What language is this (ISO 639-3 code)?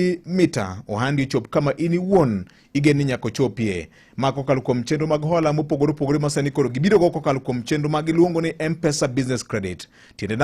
luo